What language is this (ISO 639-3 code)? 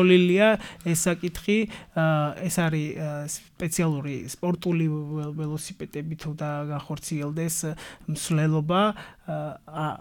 kat